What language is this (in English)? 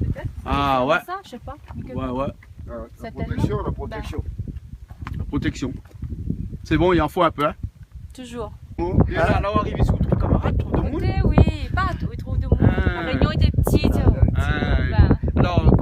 Réunion Creole French